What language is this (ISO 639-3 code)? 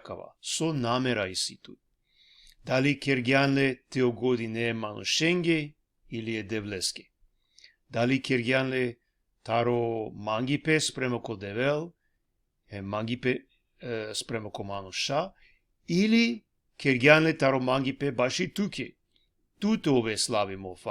rmn